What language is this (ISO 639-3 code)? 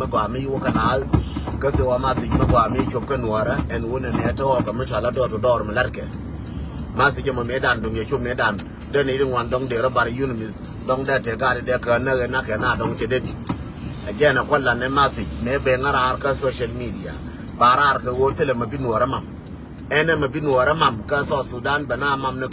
nus